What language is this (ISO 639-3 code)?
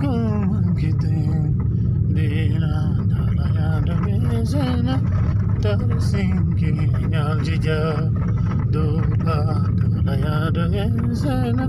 bod